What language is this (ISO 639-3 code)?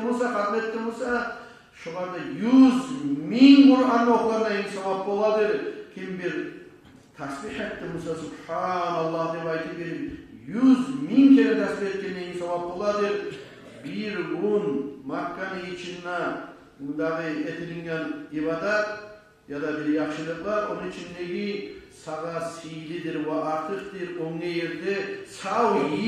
kum